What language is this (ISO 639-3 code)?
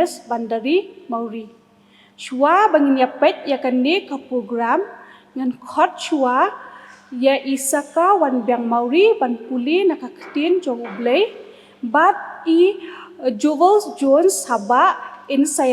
kha